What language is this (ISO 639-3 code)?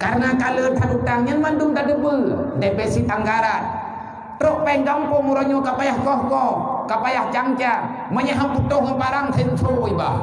ace